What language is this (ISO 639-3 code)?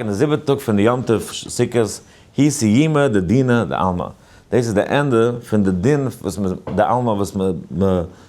yid